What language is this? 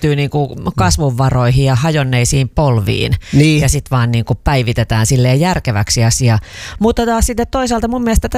Finnish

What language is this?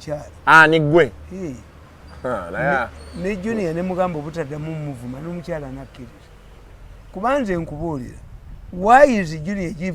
Ganda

